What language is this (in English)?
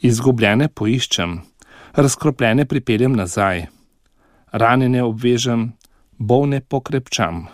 Slovenian